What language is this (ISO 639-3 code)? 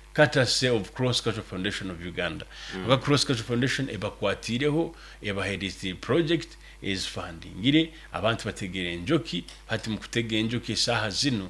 nyo